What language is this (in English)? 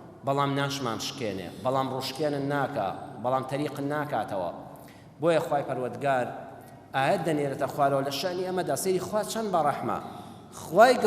Central Kurdish